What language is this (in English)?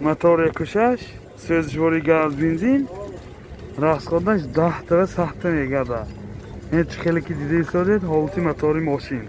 Tajik